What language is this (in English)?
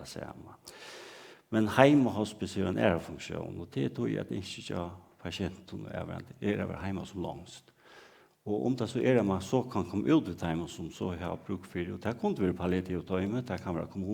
Faroese